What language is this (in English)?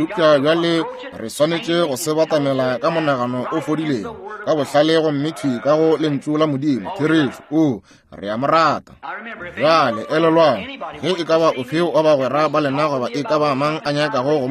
Northern Sotho